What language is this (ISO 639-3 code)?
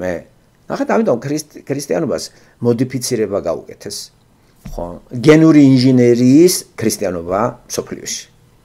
kat